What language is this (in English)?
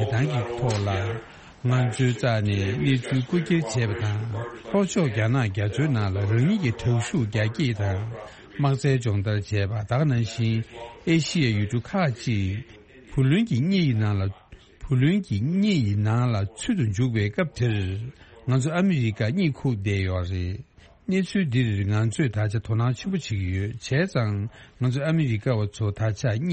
Tibetan